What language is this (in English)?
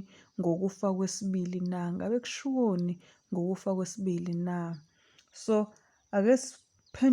Zulu